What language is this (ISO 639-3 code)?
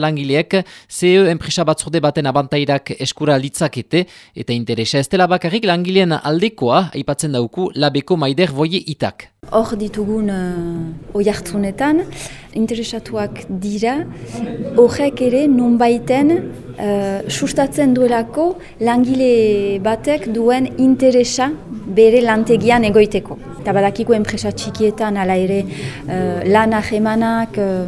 eus